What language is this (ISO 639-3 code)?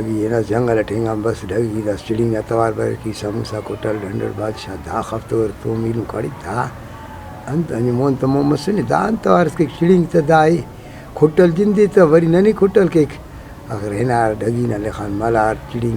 brh